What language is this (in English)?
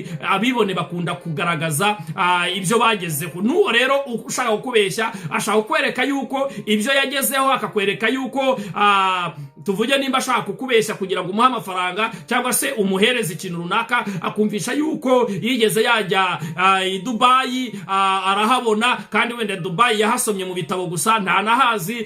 Kinyarwanda